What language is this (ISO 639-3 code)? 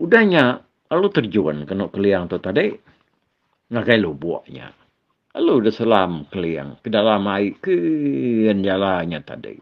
iba